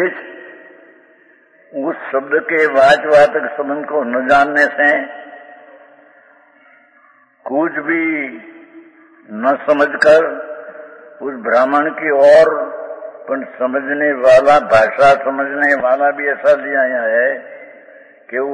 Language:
Hindi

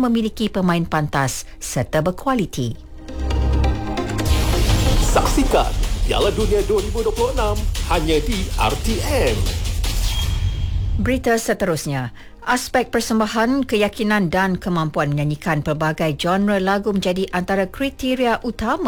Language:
Malay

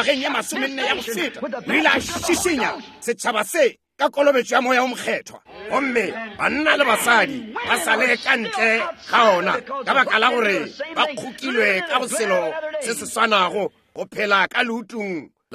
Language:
Northern Sotho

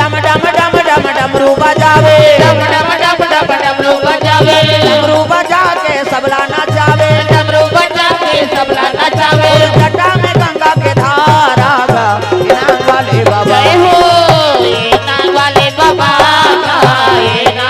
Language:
Chhattisgarhi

